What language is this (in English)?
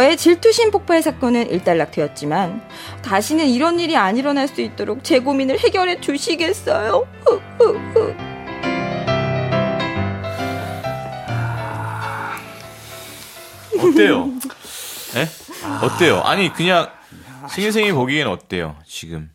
Korean